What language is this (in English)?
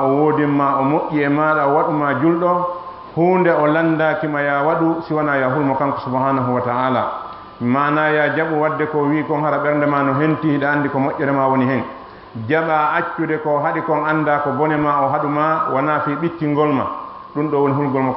Fula